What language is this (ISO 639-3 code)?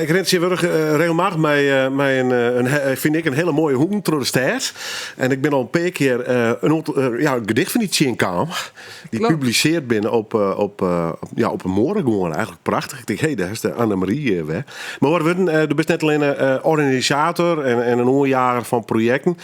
fry